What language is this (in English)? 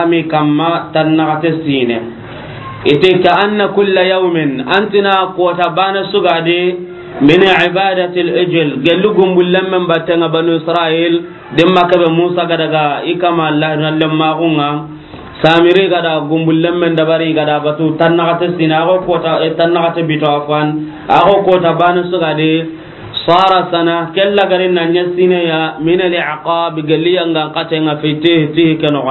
Soninke